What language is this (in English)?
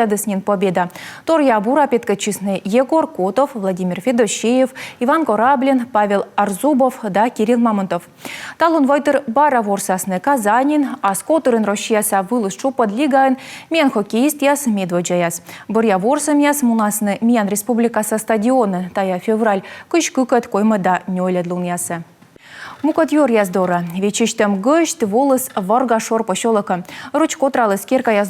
Komi